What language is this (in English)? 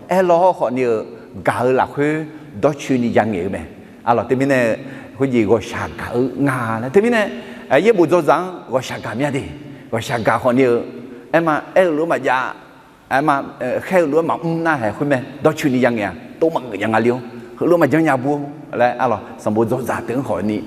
Akha